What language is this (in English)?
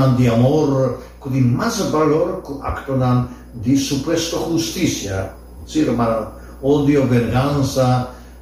Papiamento